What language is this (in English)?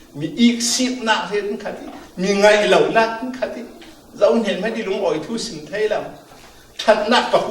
Falam Chin